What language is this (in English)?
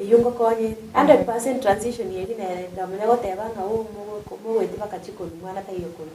Gusii